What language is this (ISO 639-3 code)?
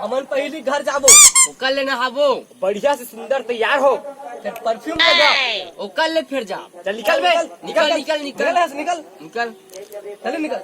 hne